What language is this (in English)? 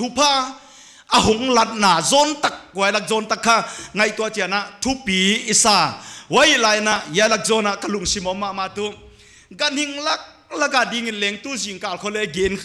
Paite Chin